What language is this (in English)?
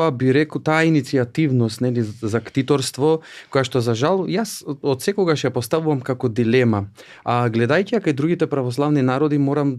Macedonian